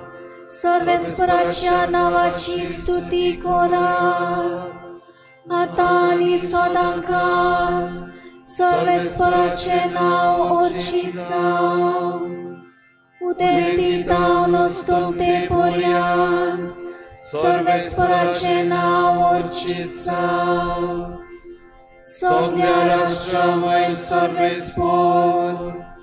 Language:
Konkani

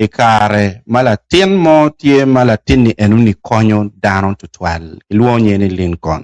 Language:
Acoli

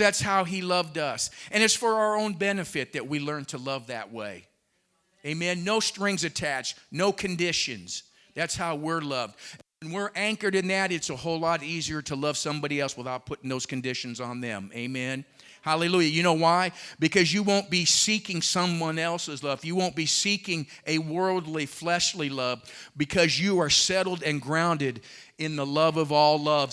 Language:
English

